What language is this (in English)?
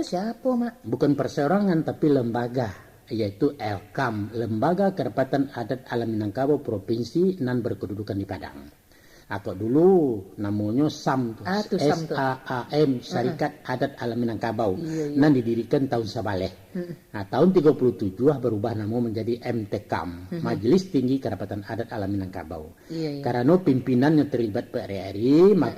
Minangkabau